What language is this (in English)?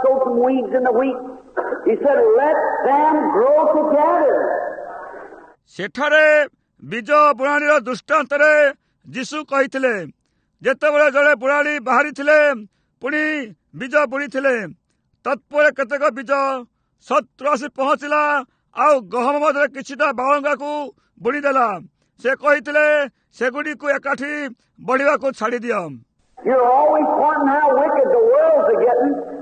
Odia